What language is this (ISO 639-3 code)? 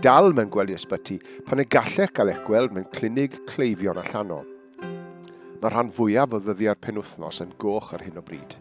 cym